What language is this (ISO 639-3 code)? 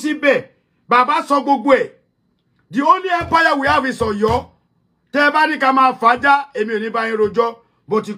yor